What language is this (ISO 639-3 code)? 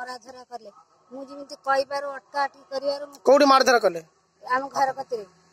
ori